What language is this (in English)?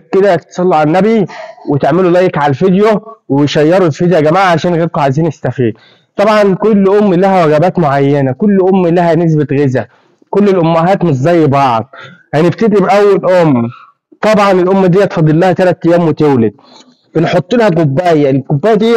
Egyptian Arabic